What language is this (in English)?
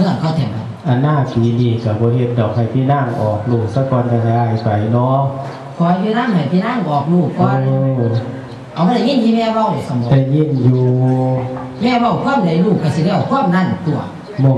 Northeastern Thai